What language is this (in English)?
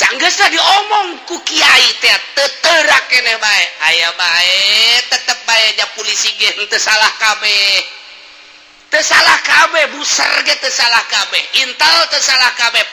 Sundanese